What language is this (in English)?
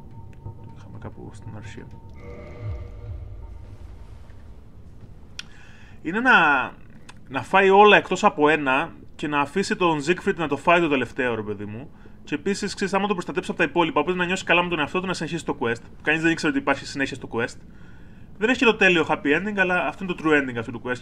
Greek